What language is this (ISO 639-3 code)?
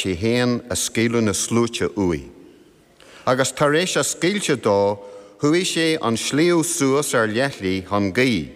gle